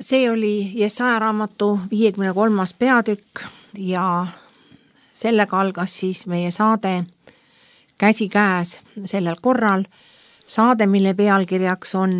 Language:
Estonian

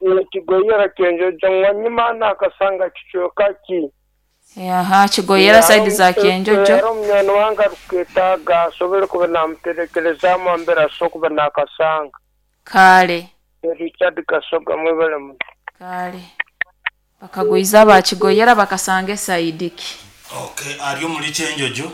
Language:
Nyankole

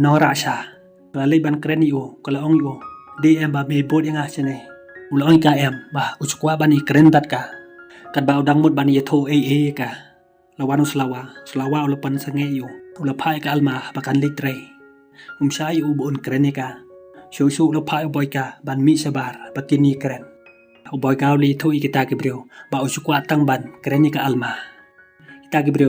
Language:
Khasi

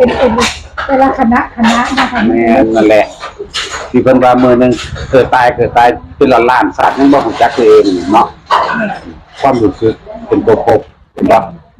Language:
Northeastern Thai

